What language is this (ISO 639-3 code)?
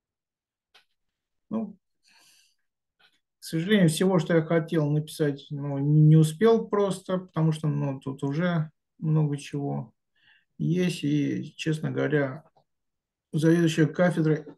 rus